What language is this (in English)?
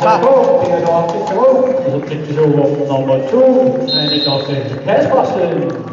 Kalaallisut